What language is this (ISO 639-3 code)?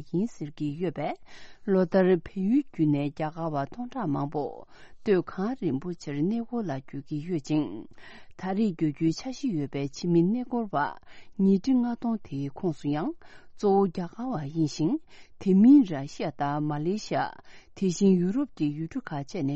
bod